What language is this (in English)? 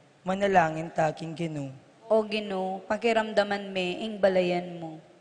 Pampanga